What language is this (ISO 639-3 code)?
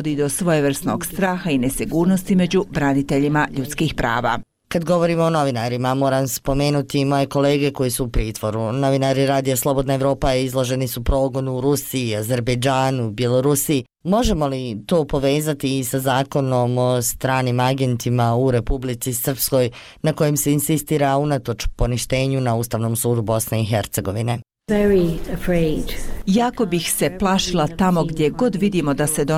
bos